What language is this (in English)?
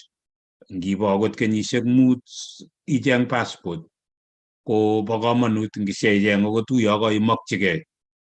Kalenjin